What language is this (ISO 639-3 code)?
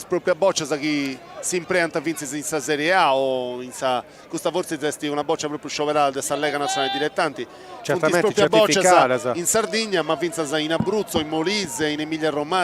srd